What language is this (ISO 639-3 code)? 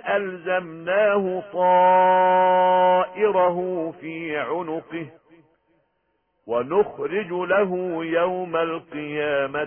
ara